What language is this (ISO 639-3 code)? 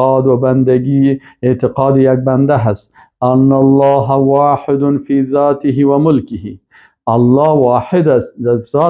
fas